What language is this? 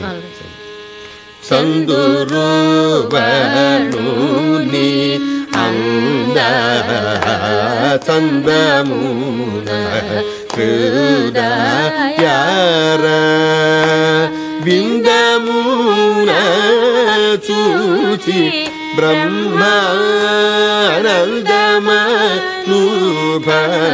Telugu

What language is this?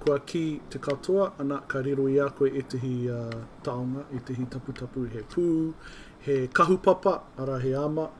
Māori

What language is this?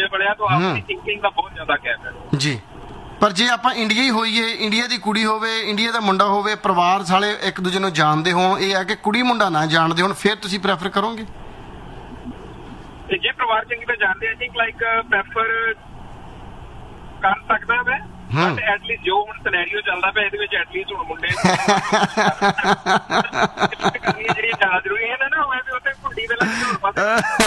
Punjabi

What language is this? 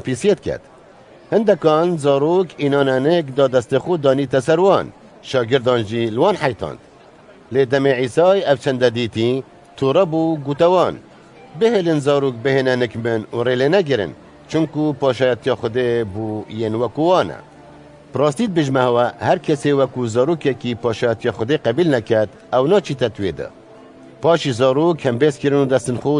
Kurdish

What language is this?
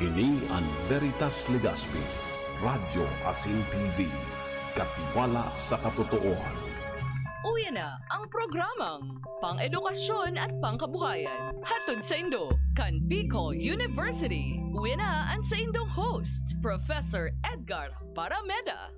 Bikol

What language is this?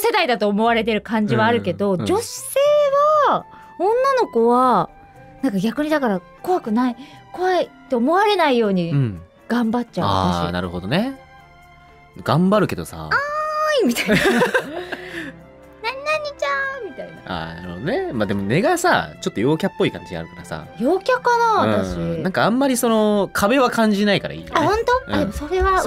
Japanese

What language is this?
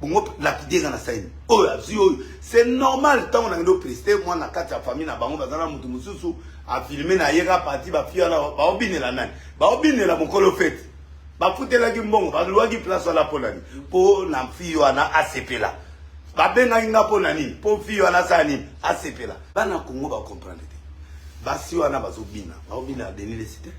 Lingala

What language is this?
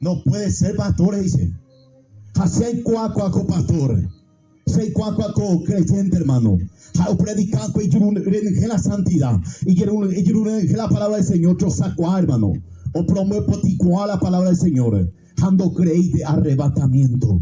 Guarani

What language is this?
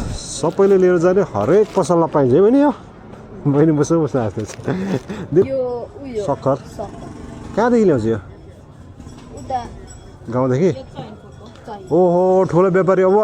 Nepali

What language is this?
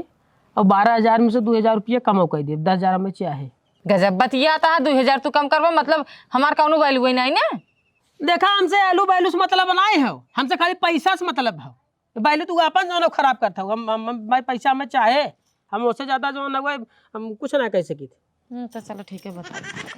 Awadhi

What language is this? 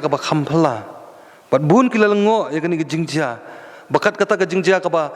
Khasi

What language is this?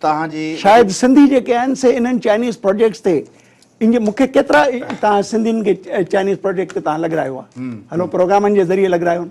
Sindhi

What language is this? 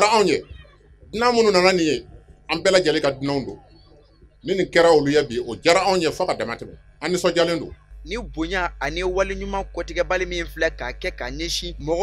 Bambara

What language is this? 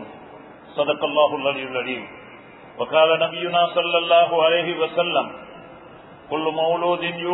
Tamil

